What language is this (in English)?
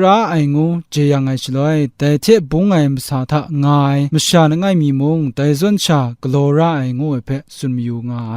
Kachin